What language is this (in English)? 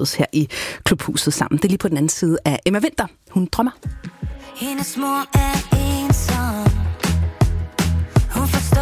Danish